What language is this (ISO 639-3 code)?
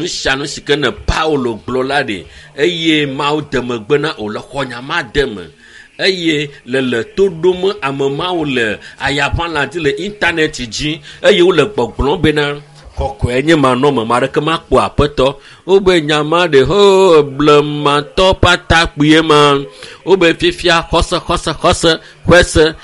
ewe